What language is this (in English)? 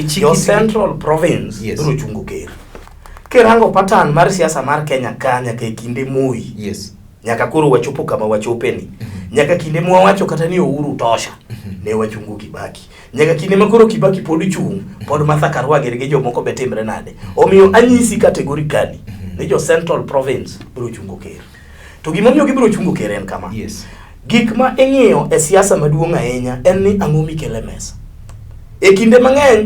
Luo (Kenya and Tanzania)